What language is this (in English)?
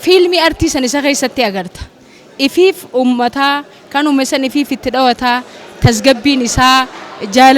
Oromo